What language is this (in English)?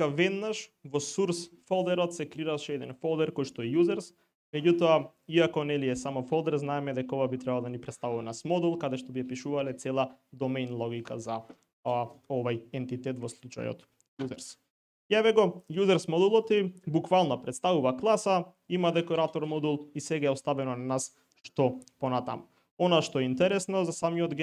Macedonian